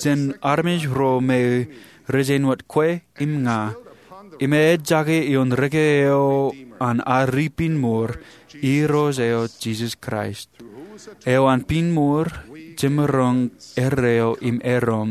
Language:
Marshallese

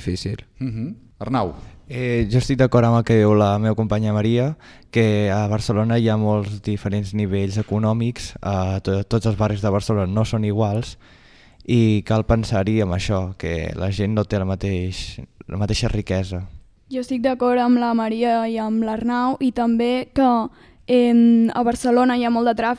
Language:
Catalan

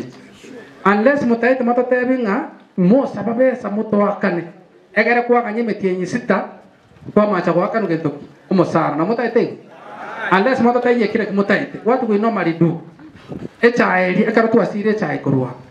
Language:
Gusii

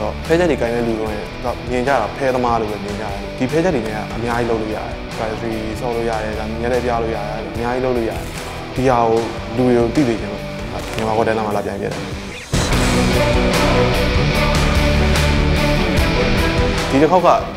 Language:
Burmese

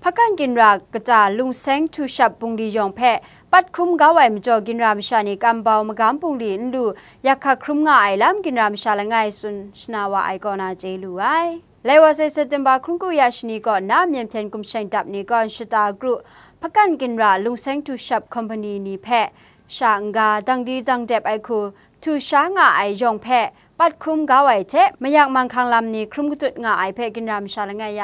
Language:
Kachin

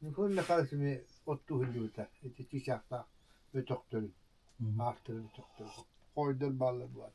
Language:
Yakut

